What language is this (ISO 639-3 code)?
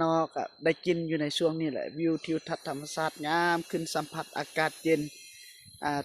lao